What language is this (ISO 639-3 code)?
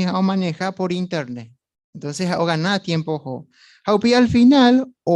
grn